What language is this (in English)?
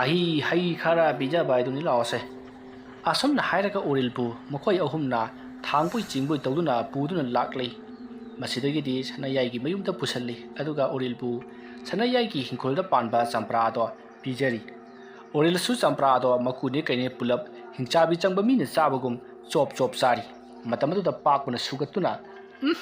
Manipuri